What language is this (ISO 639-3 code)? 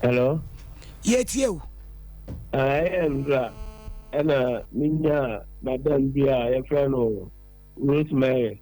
aka